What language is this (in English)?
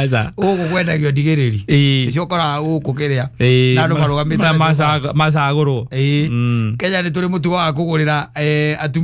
Kikuyu